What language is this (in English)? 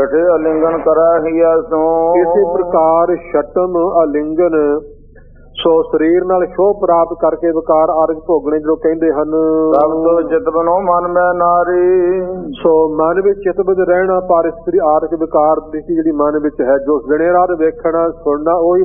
Punjabi